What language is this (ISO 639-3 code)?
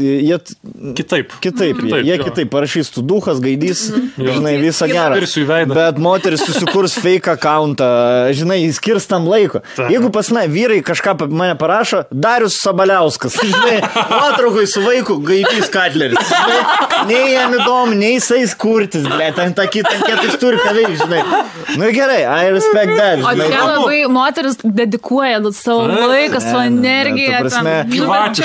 lit